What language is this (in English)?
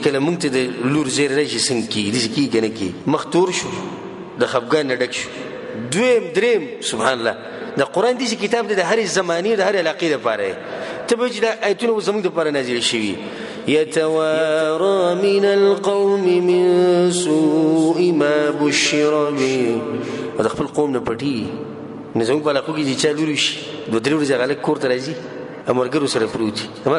Pashto